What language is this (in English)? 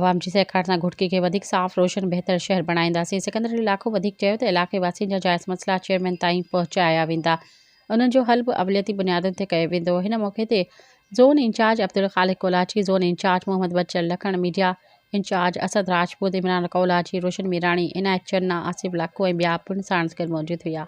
Sindhi